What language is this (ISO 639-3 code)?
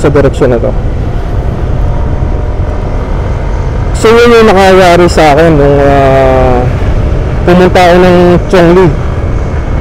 fil